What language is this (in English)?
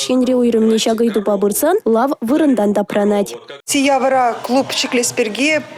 Chuvash